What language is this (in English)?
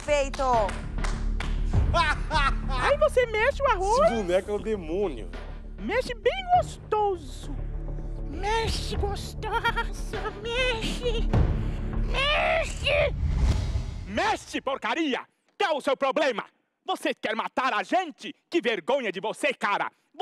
Portuguese